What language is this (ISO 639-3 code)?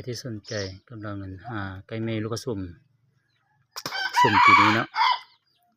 lao